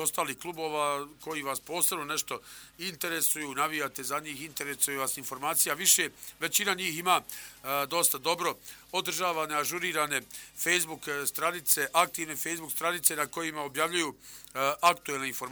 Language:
Bosnian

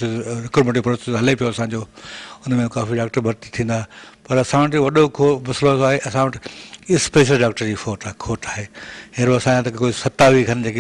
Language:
Sindhi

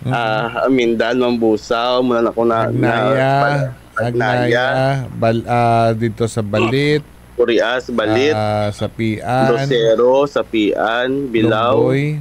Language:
Hiligaynon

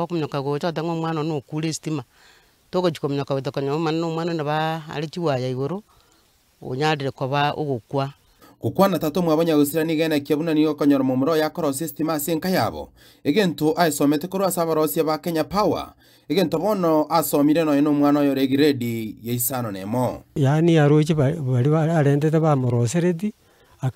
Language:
Gusii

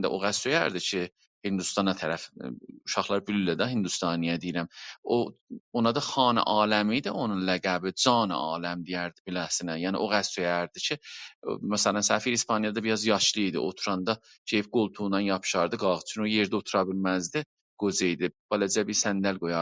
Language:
South Azerbaijani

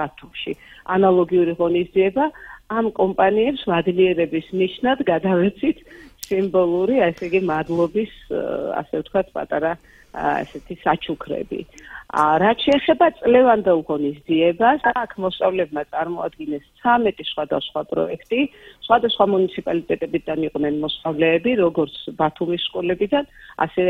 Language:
Georgian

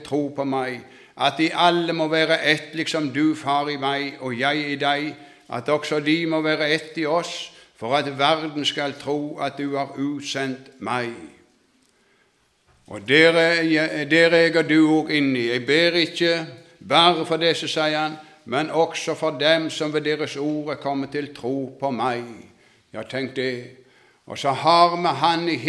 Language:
Norwegian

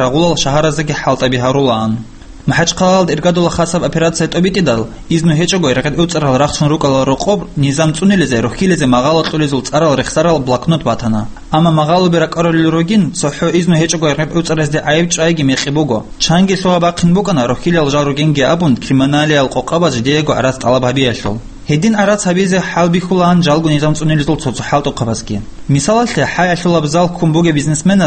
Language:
Avaric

